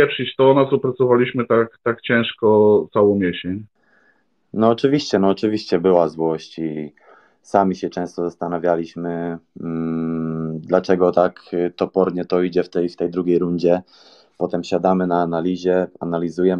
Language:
Polish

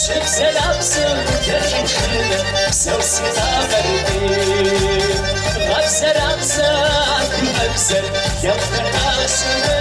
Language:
Kabardian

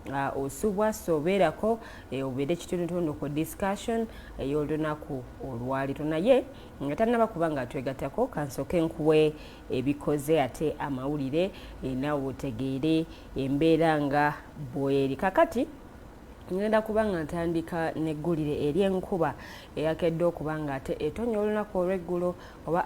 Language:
Ganda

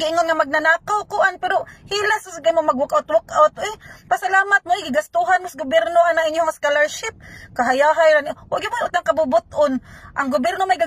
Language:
Cebuano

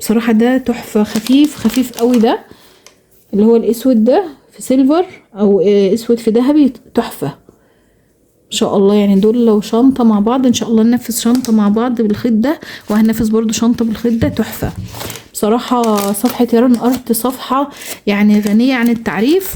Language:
Egyptian Arabic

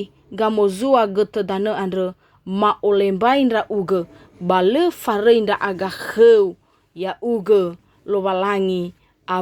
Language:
Nias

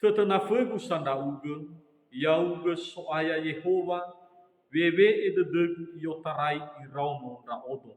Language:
Nias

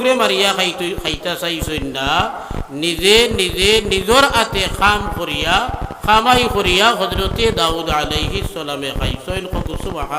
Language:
Sylheti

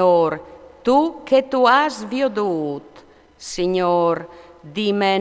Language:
Friulian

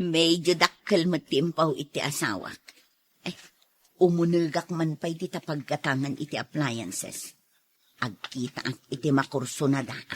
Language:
Iloko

